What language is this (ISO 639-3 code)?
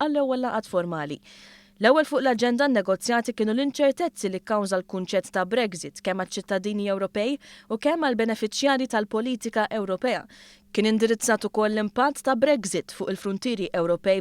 mlt